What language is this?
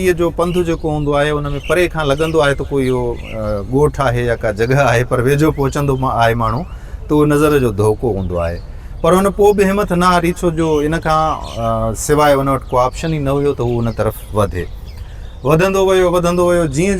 Sindhi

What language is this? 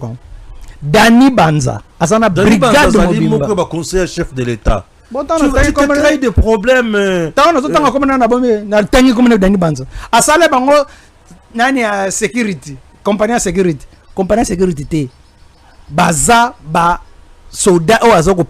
Lingala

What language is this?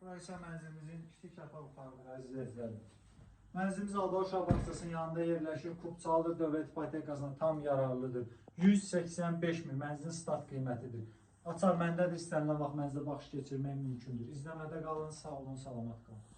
Azerbaijani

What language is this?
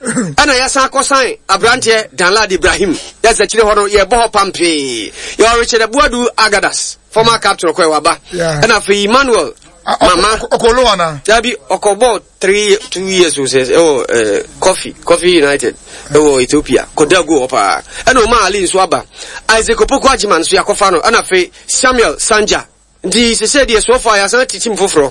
Akan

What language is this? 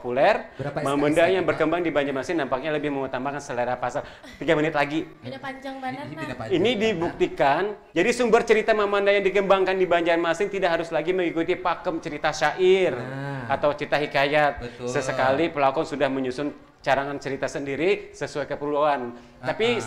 Banjar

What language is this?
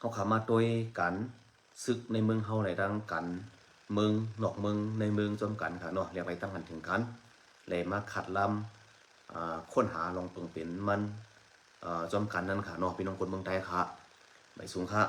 Shan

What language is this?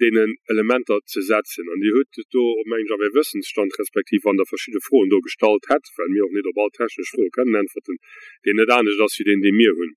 Luxembourgish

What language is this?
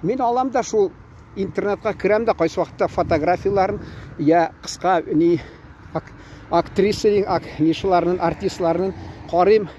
Tatar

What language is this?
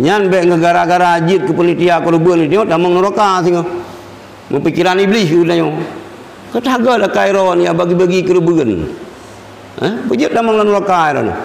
Achinese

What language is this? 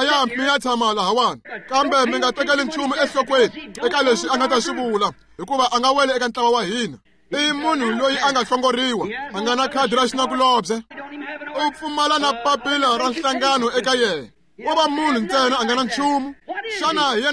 Tsonga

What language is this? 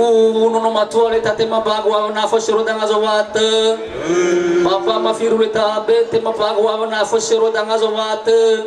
Nias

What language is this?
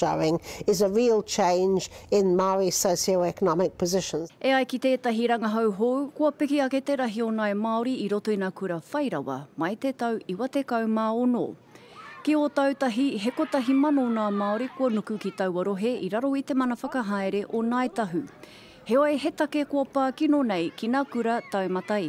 Māori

